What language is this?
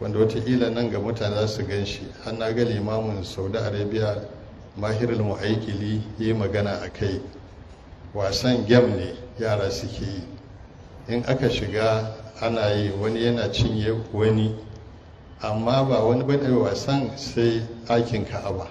Hausa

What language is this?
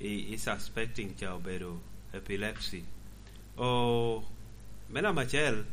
Lango (Uganda)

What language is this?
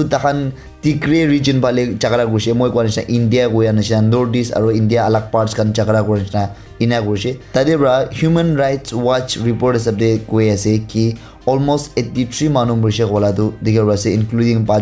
Naga Pidgin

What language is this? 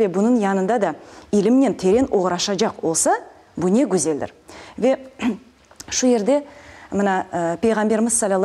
Crimean Tatar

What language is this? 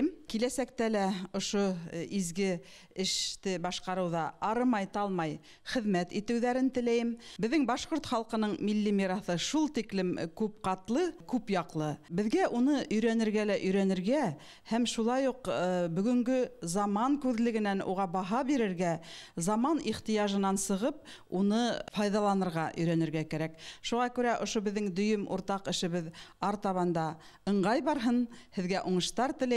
Bashkir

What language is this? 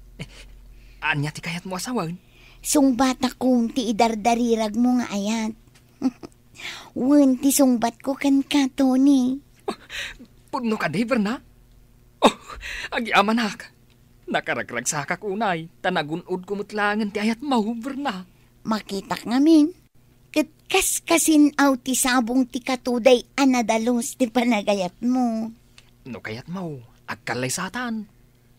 Iloko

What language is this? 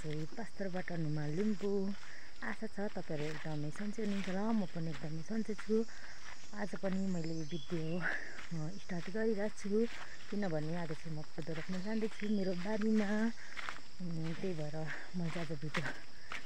Nepali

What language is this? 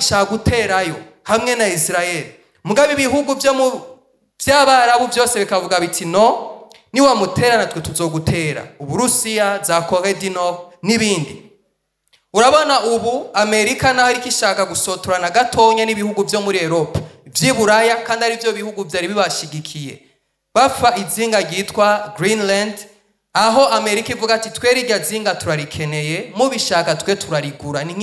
Rundi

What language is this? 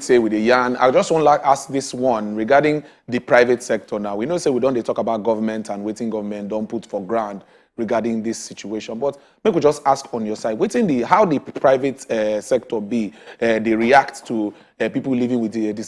Nigerian Pidgin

